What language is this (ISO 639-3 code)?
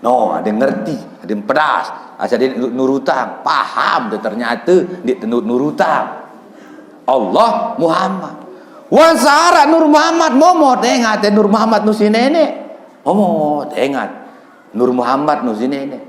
sas